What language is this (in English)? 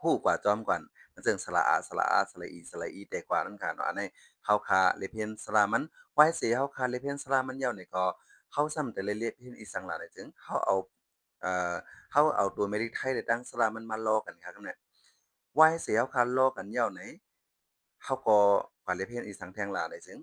Shan